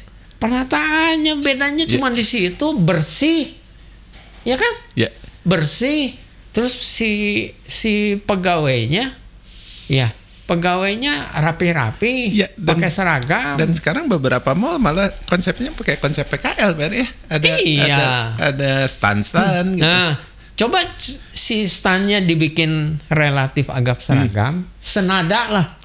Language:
Indonesian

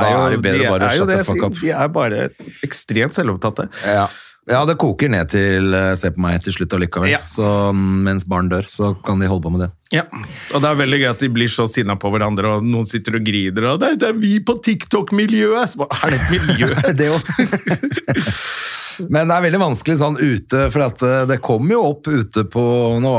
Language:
Norwegian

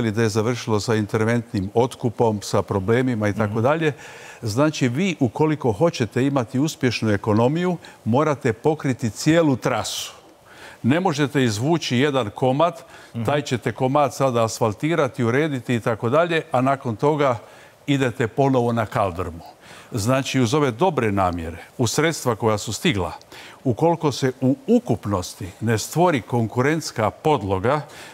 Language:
Croatian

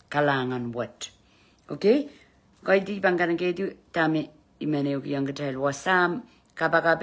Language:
Pohnpeian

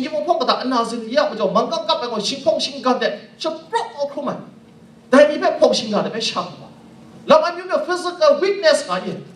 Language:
Kachin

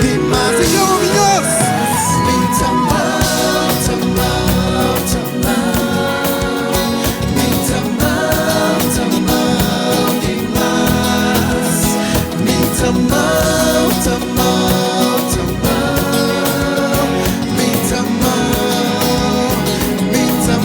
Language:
Kabuverdianu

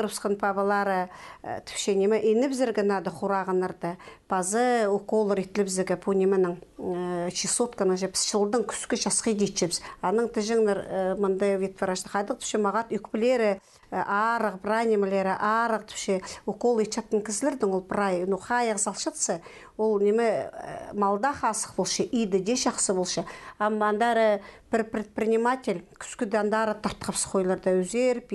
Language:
Khakas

